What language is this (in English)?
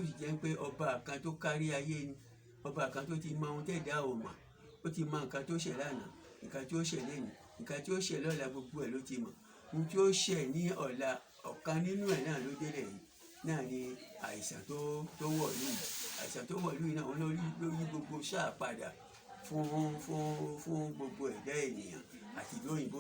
Yoruba